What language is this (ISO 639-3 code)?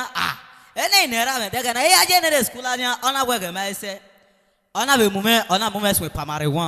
bin